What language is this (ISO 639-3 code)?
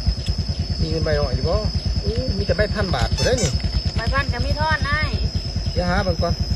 lao